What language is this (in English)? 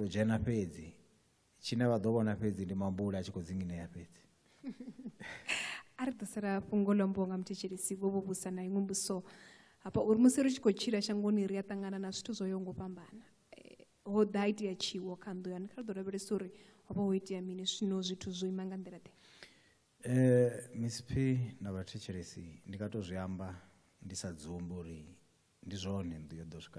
Venda